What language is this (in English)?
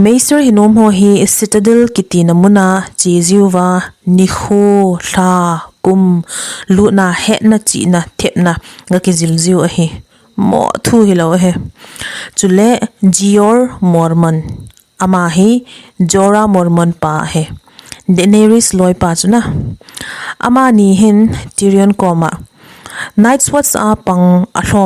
Thado Chin